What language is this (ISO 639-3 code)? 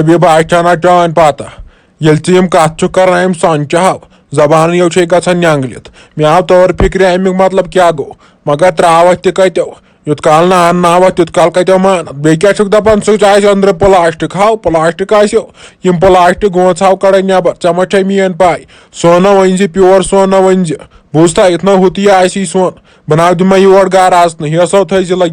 kas